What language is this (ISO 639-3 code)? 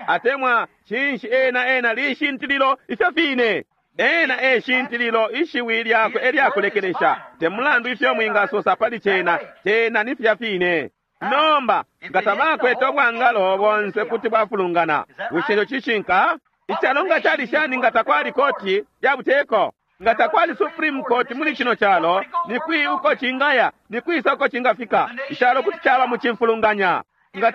bem